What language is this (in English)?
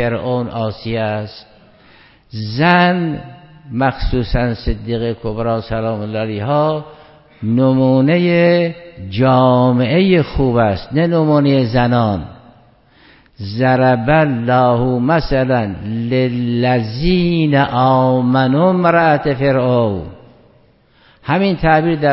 Persian